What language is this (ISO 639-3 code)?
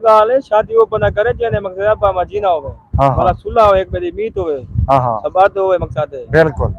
skr